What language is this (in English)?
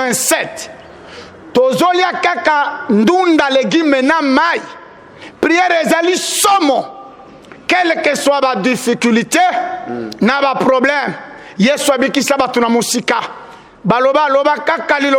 Lingala